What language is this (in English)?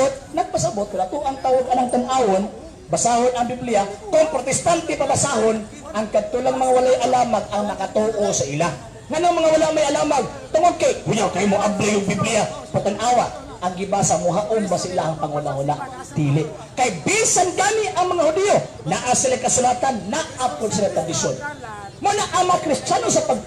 Cebuano